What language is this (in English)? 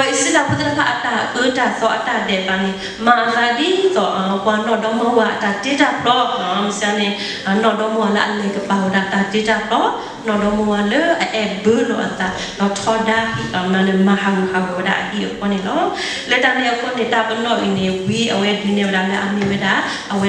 S'gaw Karen